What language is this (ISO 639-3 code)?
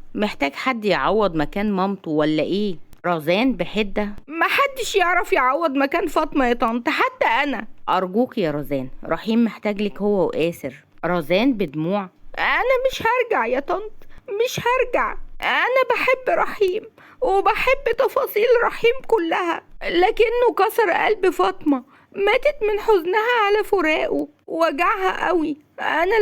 arz